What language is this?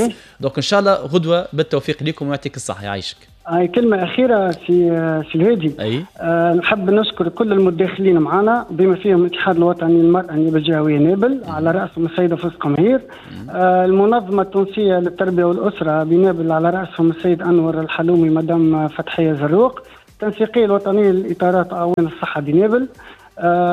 Tunisian Arabic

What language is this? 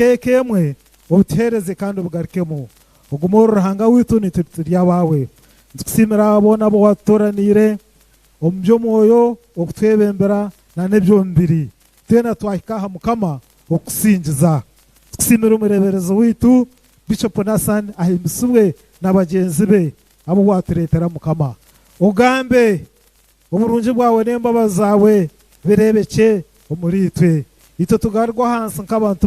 Nyankole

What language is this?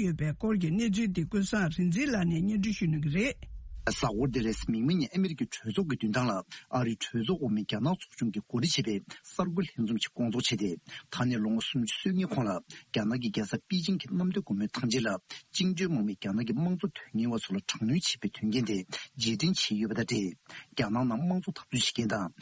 Tibetan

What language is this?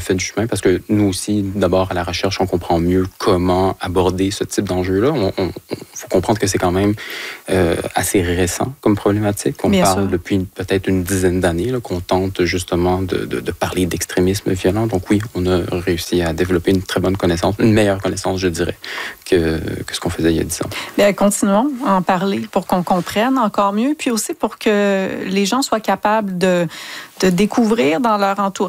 French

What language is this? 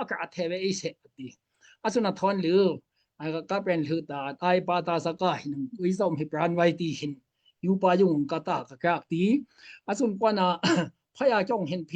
Daai Chin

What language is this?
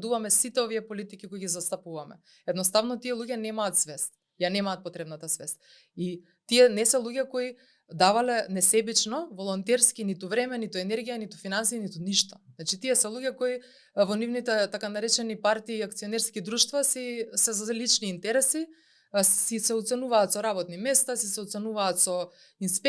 Macedonian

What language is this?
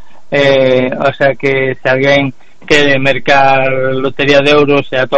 Galician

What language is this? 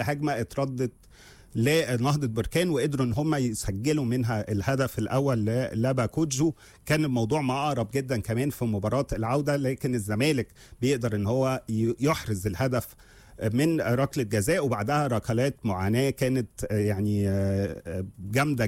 Egyptian Arabic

